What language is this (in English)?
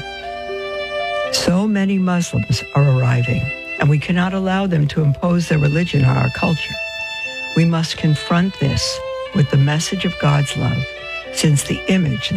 English